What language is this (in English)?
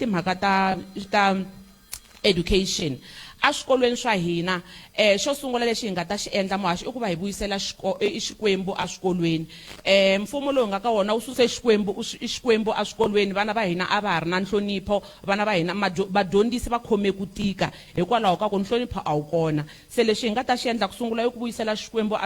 Tsonga